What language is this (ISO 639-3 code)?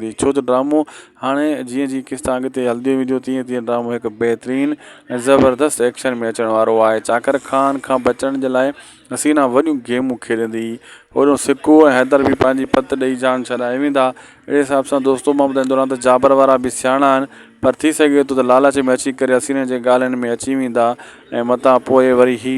snd